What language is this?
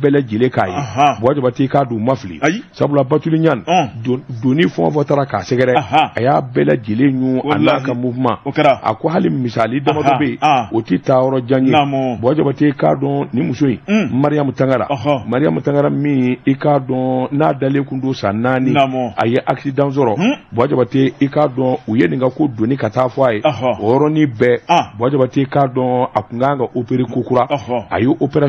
Bambara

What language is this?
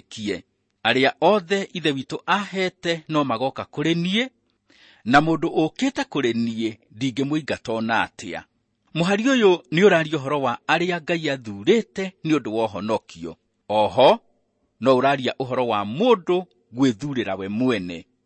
Kikuyu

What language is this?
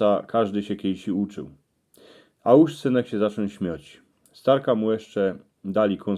Silesian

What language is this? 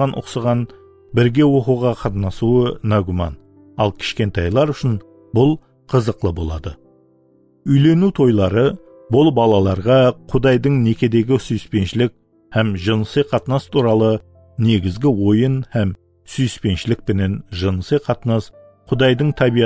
Kara-Kalpak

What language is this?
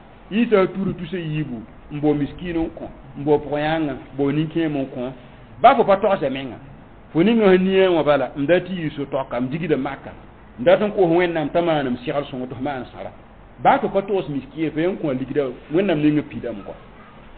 Mossi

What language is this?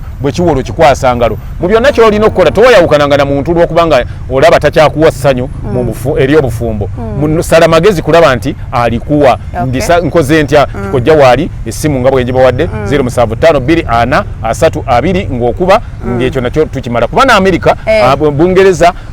Ganda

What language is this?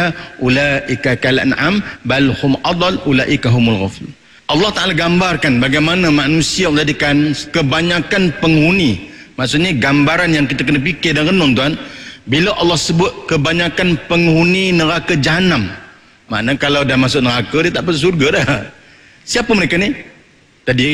Malay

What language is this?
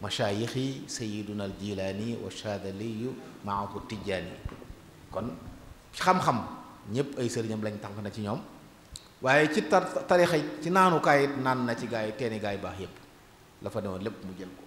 Wolof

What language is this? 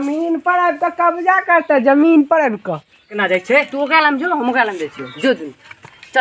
Maithili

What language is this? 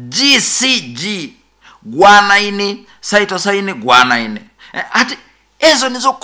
Nyoro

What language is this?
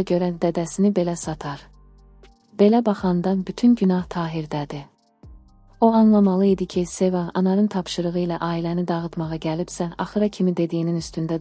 Azerbaijani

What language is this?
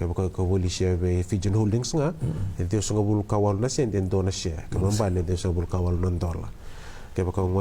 Fijian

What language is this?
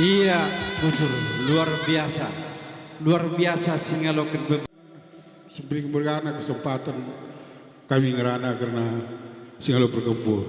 Batak Karo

